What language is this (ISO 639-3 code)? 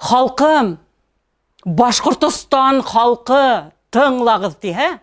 bak